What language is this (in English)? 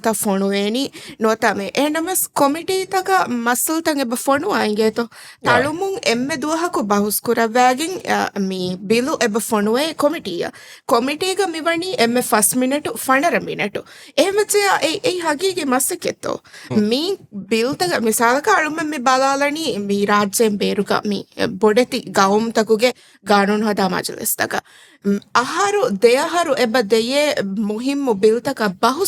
Divehi